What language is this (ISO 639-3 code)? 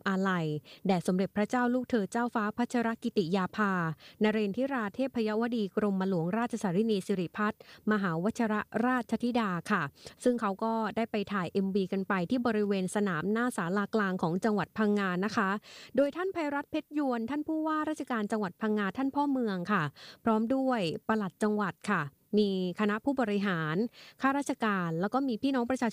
tha